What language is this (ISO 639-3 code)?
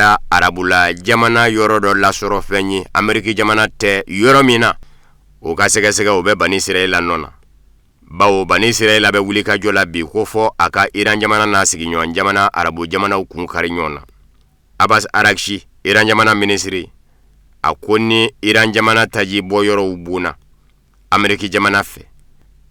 bam